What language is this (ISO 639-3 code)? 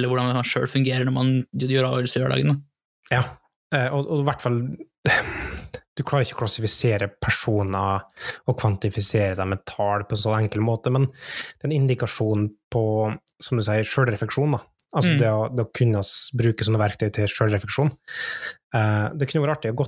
nor